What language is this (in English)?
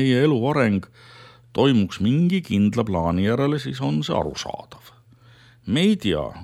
Estonian